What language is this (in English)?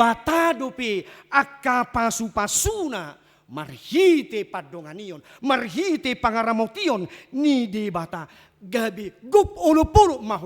Batak Toba